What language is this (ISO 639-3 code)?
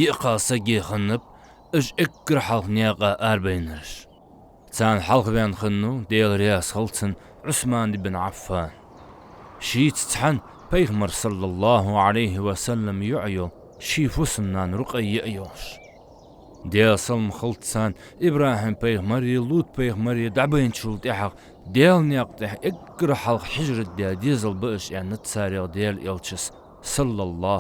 inh